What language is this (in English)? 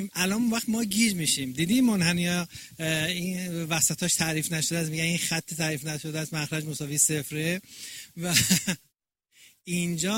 Persian